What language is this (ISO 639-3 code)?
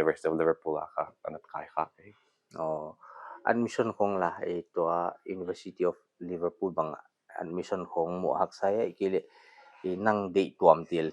pck